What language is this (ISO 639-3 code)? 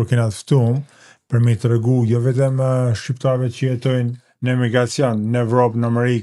sqi